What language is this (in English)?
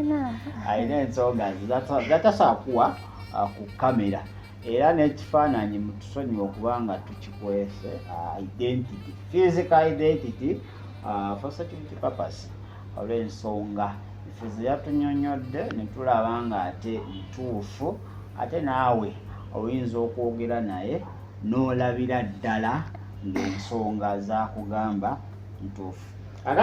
Ganda